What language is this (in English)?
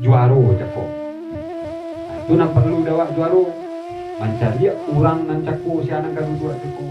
Minangkabau